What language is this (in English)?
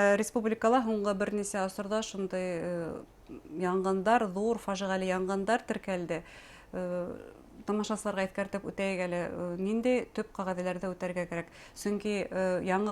Bashkir